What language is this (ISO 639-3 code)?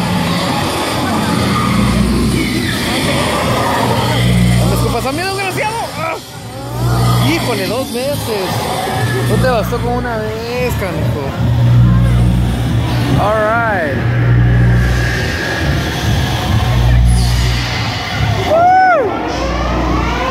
spa